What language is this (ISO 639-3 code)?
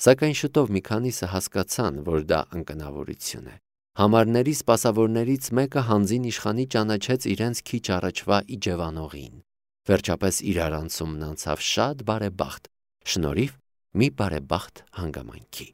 hye